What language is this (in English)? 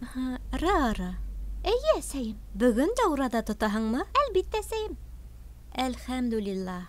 Bashkir